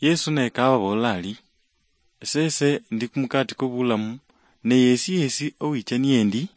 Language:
Luyia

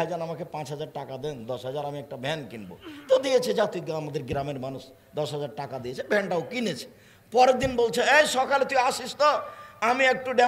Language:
Bangla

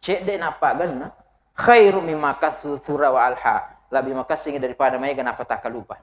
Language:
Buginese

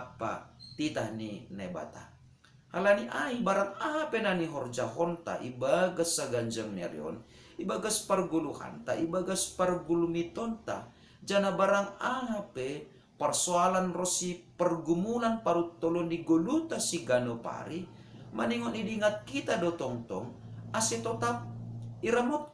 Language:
Batak Simalungun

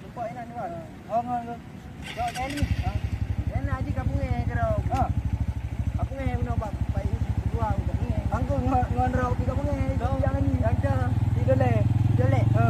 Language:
Achinese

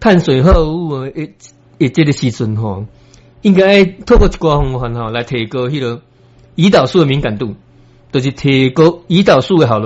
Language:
Min Nan Chinese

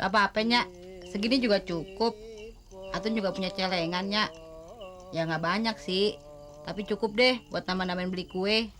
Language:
Betawi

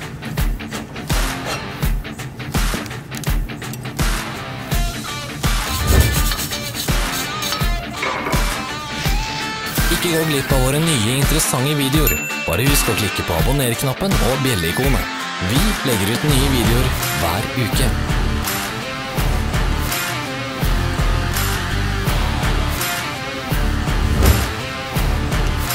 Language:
Norwegian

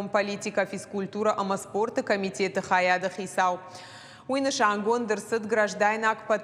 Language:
Ossetic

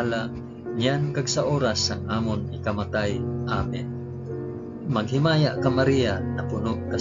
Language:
Hiligaynon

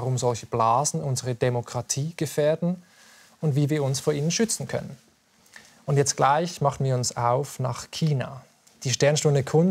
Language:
German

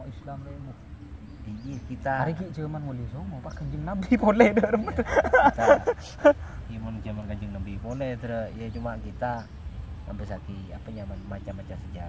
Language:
Madurese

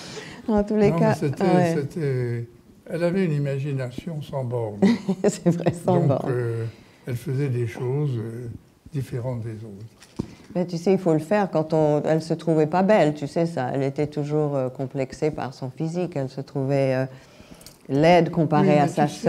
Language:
French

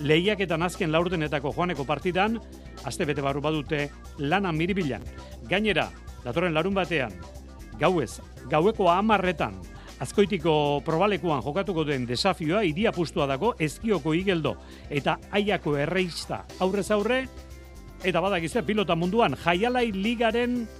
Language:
Basque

